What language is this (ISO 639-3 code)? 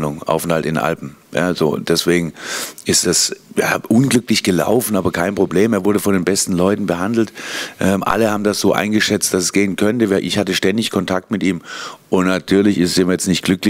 deu